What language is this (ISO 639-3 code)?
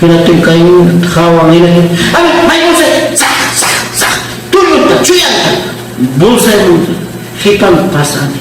quy